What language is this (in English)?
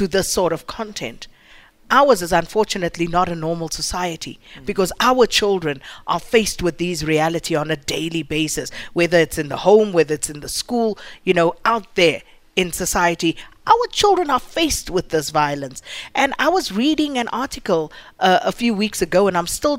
English